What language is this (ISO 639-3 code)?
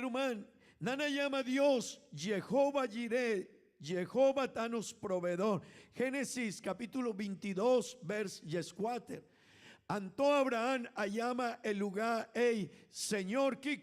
pap